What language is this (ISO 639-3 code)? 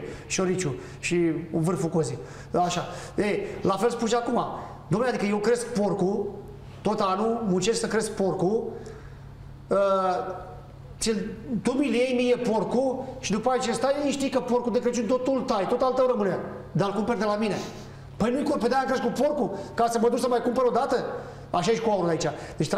ron